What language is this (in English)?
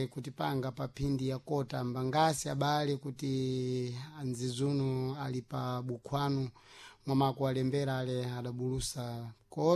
Sena